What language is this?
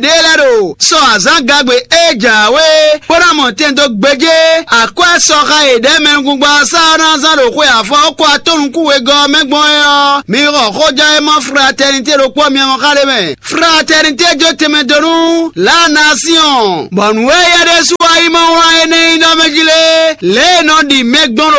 Fon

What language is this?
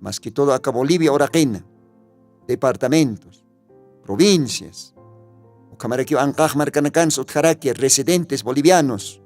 Aymara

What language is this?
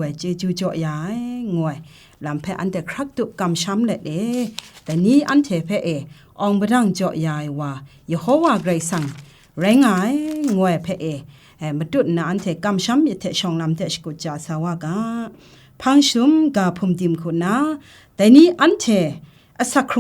Kachin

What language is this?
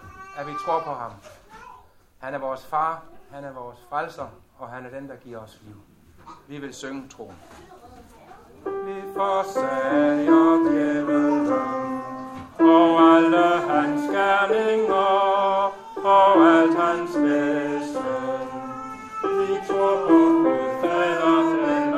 Danish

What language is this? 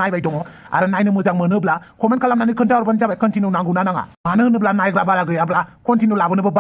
Bodo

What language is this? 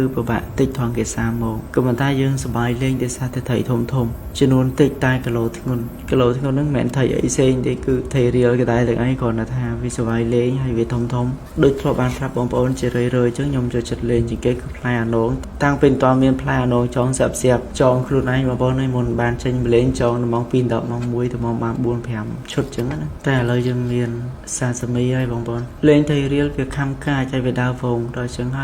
Khmer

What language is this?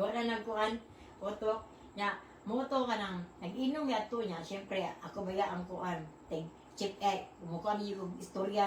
Cebuano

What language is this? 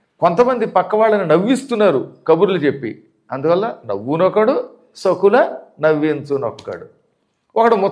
Telugu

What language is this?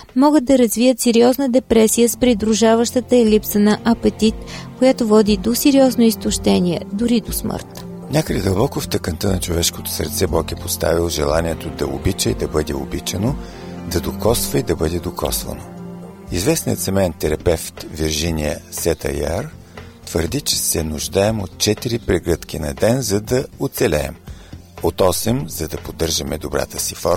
Bulgarian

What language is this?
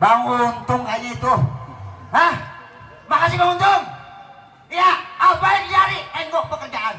Betawi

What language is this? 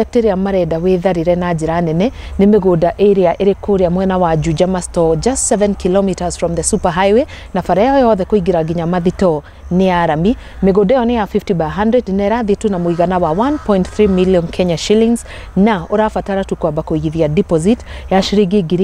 Kikuyu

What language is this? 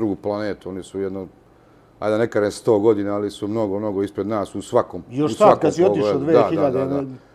Serbian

